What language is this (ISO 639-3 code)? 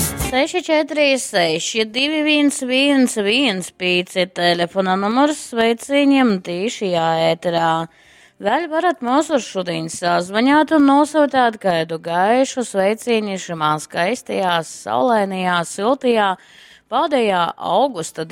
ltg